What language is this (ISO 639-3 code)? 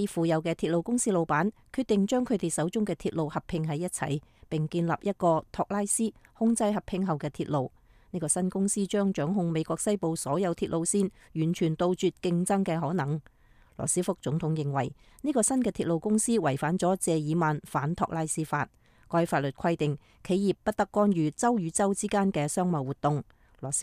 yue